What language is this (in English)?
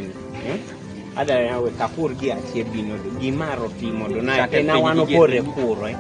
Kumam